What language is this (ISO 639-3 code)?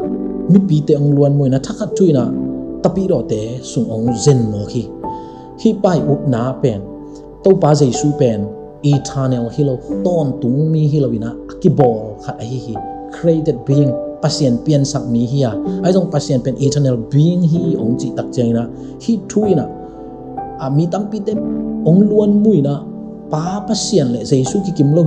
ctd